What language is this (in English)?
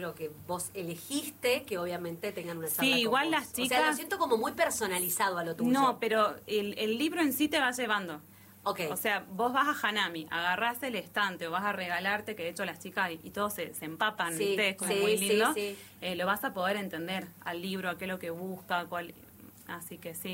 Spanish